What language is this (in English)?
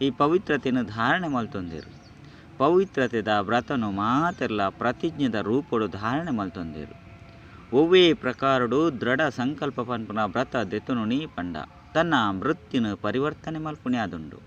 Tulu